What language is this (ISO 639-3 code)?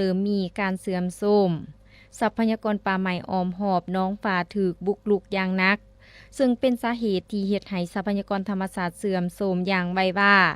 lao